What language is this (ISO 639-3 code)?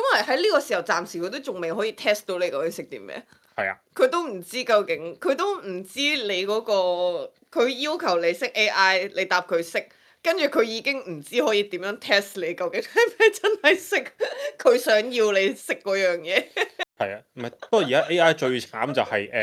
yue